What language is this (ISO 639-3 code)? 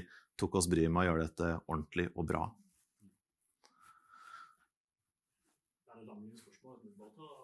nor